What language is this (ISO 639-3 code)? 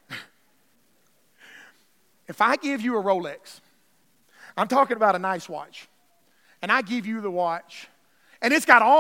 eng